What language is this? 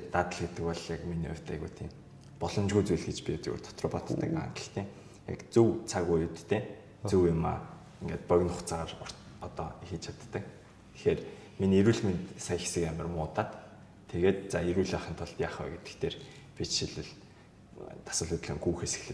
Mongolian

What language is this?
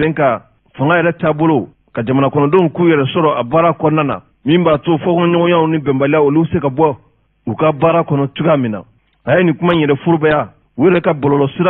Bambara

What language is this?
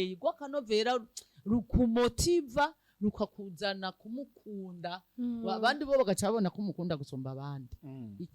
Rundi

